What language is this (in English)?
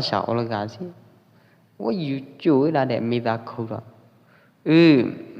Pwo Eastern Karen